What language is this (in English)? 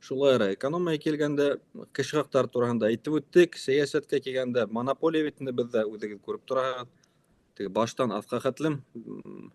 Bashkir